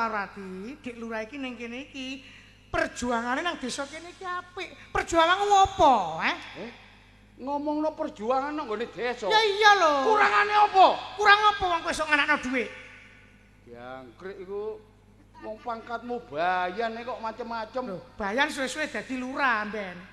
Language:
Javanese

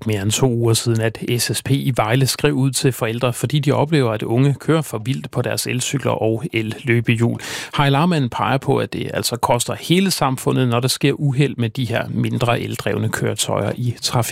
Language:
Danish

